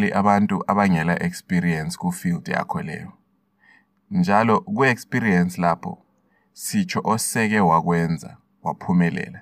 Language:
North Ndebele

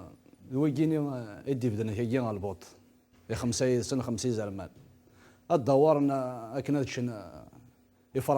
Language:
Kabyle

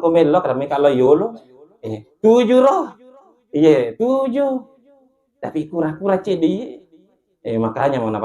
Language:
Buginese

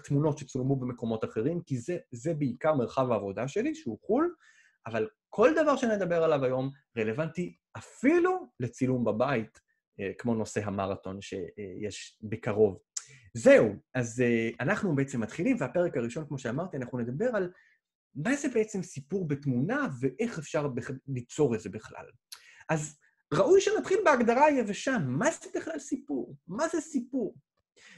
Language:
Hebrew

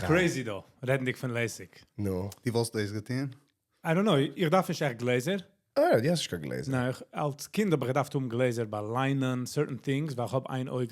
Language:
Yiddish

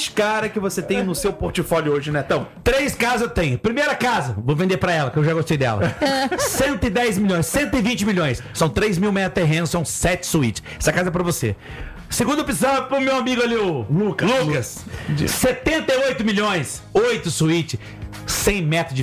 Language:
Portuguese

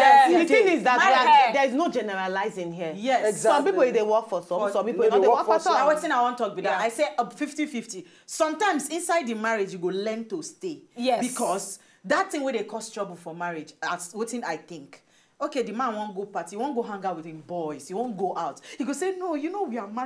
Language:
Nigerian Pidgin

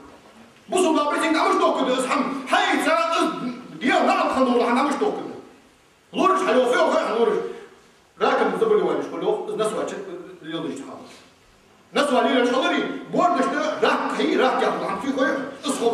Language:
Ingush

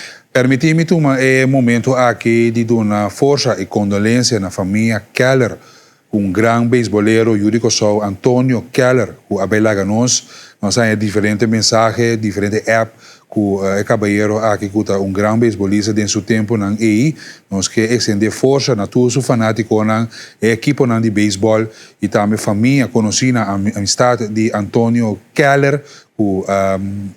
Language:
Papiamento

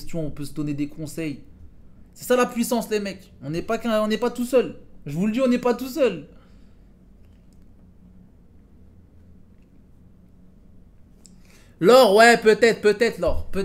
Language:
French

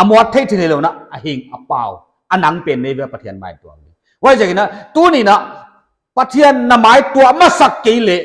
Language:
Paite Chin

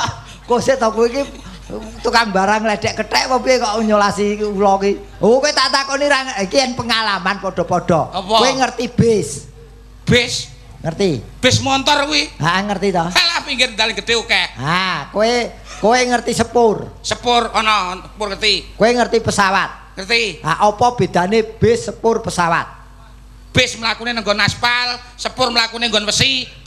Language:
Javanese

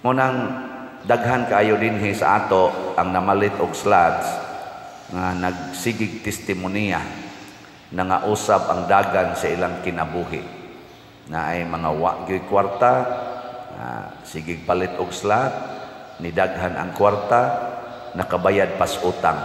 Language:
Cebuano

